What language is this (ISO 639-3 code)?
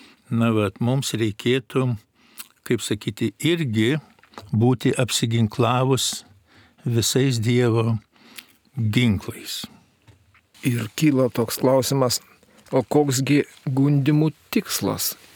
lit